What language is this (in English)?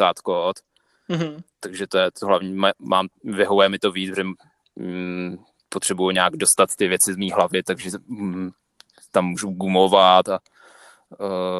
Czech